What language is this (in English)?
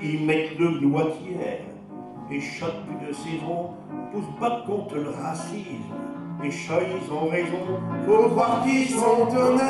Picard